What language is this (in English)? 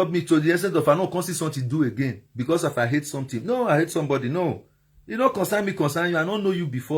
Nigerian Pidgin